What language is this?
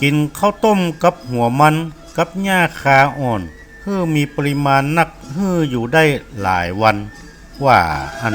Northern Thai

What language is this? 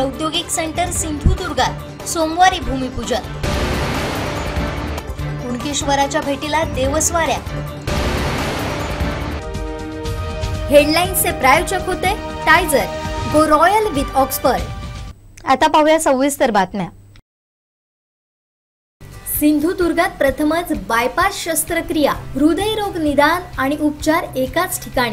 Marathi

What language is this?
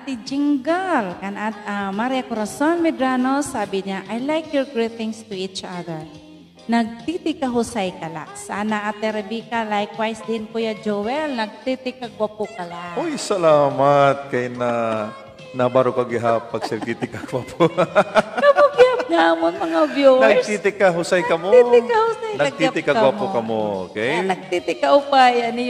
Waray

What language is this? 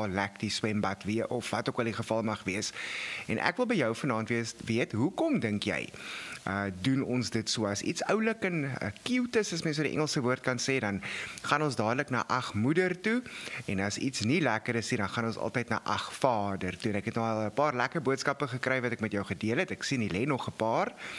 Afrikaans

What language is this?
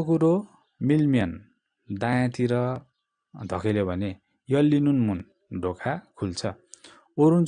Nepali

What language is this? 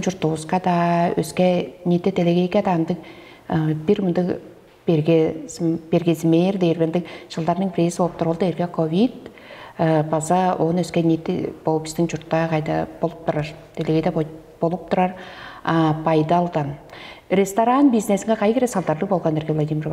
Tuvinian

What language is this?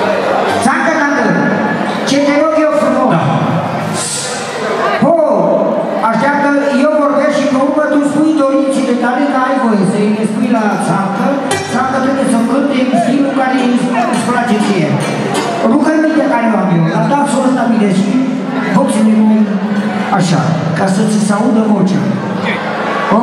Romanian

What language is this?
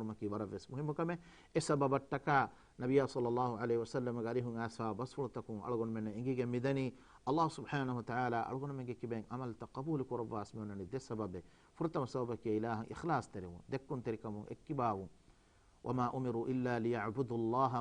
Divehi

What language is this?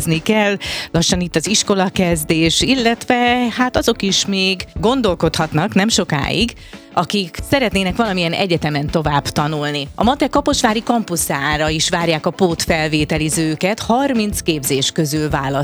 Hungarian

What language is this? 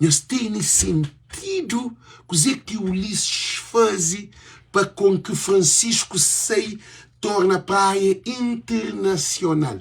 Kabuverdianu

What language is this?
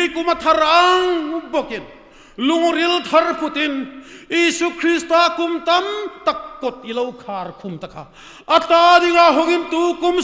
Hmar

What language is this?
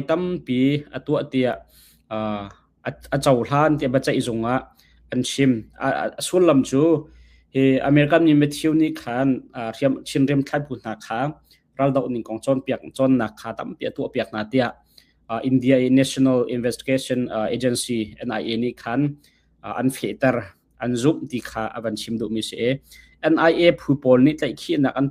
Hakha Chin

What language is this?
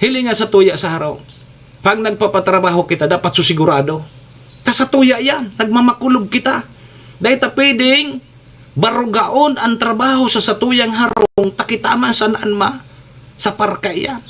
Bikol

